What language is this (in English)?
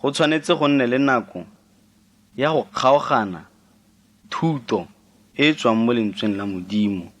Tswana